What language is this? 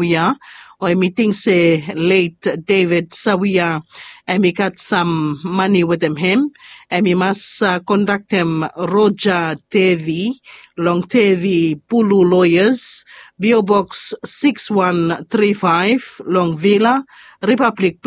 Bislama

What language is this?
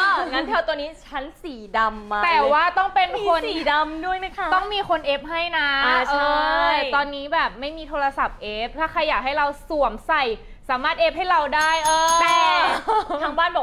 Thai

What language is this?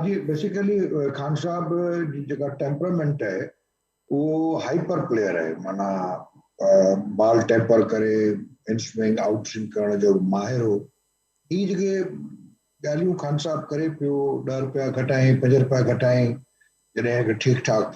Sindhi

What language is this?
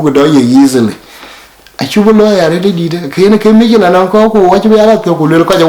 Dinka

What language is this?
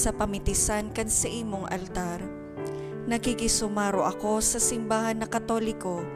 Bikol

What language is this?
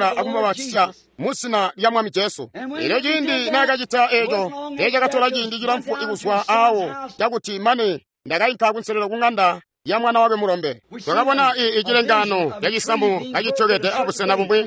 Tonga (Zambia)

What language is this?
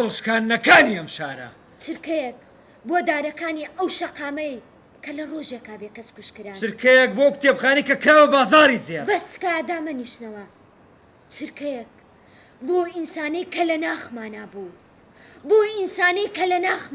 Central Kurdish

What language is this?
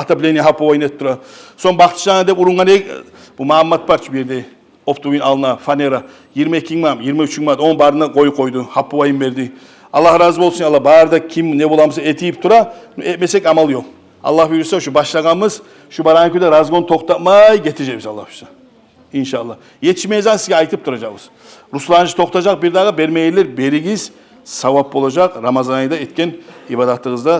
Kumyk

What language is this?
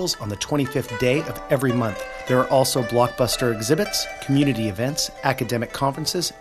English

